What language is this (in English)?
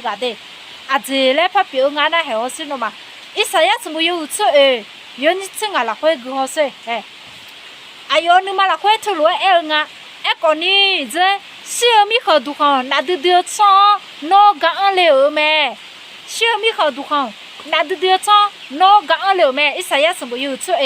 Akha